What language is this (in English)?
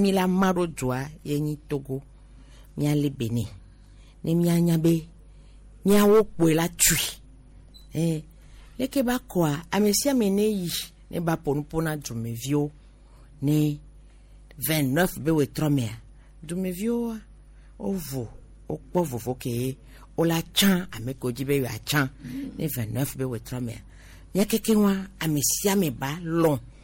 Gen